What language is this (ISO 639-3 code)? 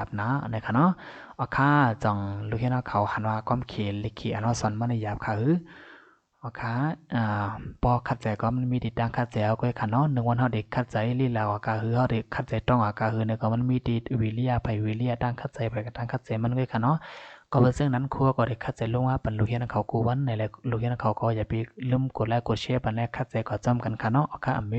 shn